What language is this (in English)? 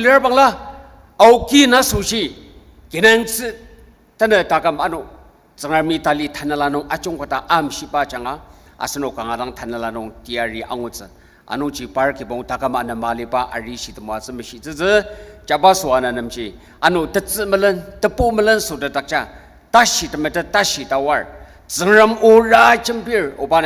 Ao Naga